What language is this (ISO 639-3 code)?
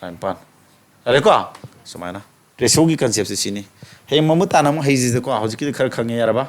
mni